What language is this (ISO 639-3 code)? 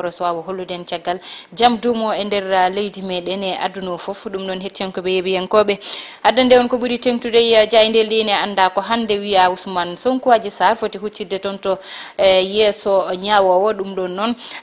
ful